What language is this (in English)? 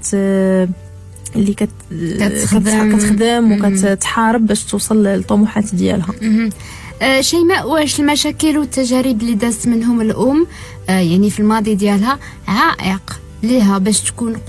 Moroccan Arabic